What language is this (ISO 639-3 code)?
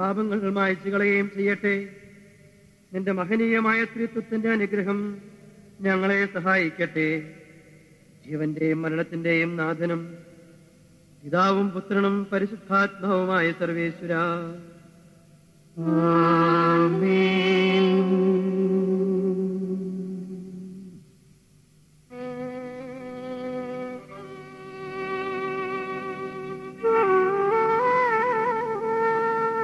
mal